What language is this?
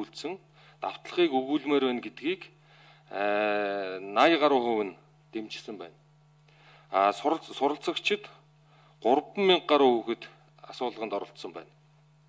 Mongolian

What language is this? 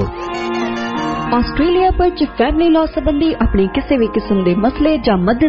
Punjabi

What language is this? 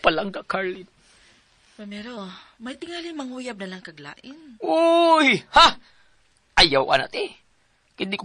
Cebuano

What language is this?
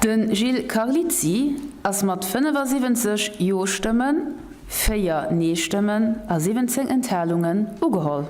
Luxembourgish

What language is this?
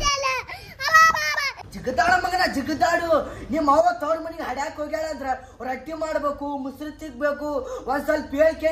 Kannada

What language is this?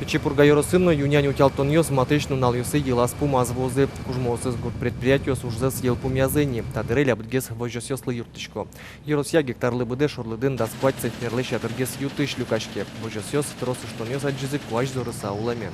Udmurt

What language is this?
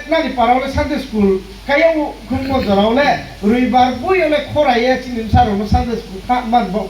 Riang (India)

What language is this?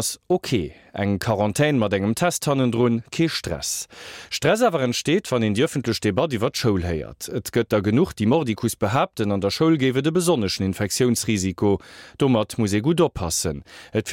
Luxembourgish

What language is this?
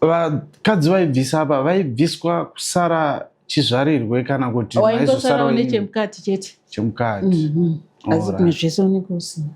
Shona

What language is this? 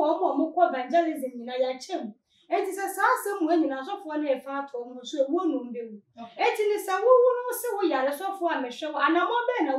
Akan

